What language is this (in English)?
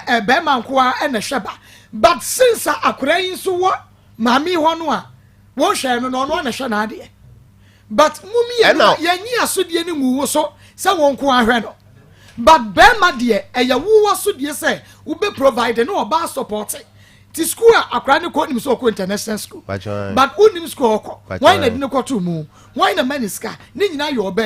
Akan